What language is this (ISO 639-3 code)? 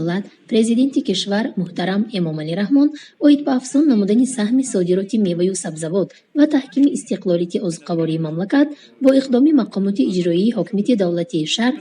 tgk